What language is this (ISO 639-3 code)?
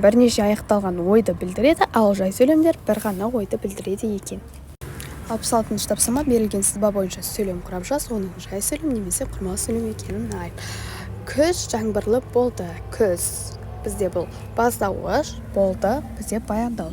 kaz